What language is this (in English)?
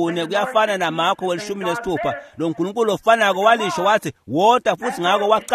Swati